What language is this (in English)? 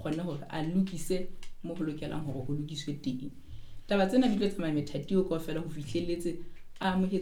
Southern Sotho